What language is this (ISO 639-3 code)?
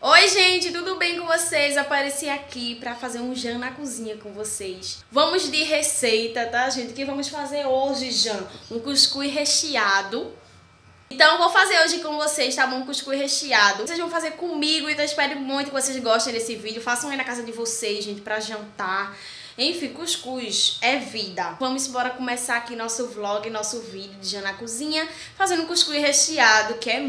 por